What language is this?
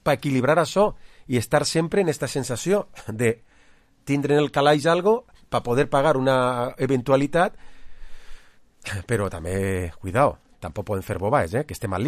Catalan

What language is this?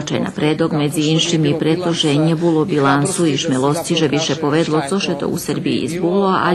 Rusyn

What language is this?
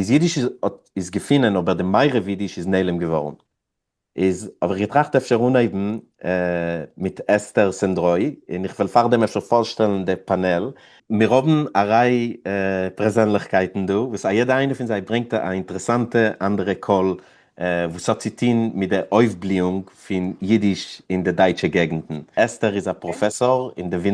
Yiddish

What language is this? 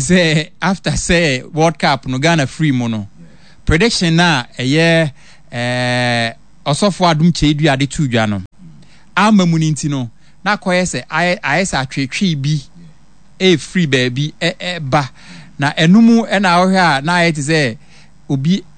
Akan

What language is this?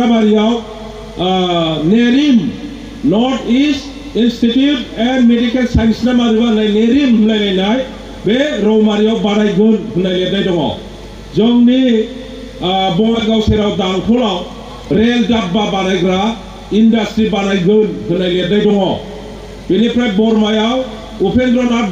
Bodo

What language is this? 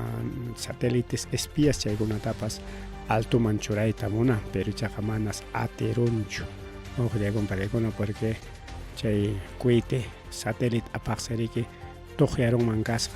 Ayacucho Quechua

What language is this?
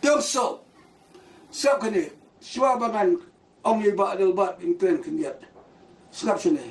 Khasi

